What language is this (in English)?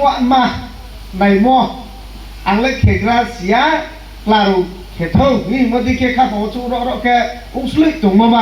Riang (India)